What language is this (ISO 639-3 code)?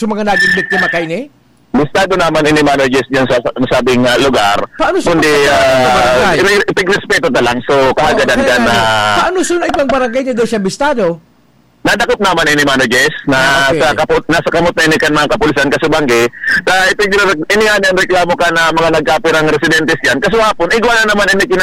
bik